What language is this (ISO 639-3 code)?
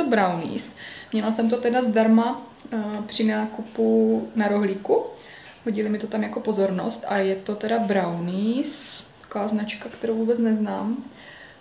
ces